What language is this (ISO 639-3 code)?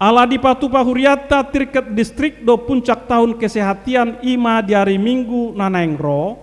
bbc